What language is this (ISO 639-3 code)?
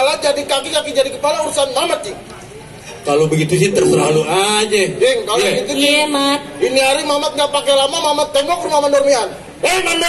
bew